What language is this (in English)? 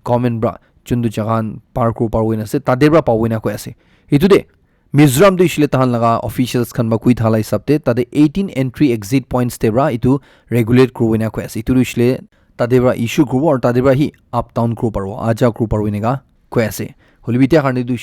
Naga Pidgin